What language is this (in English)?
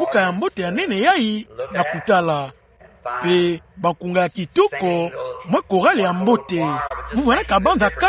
Kituba (Democratic Republic of Congo)